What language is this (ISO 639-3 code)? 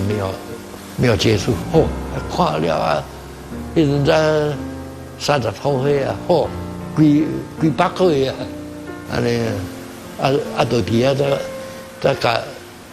nan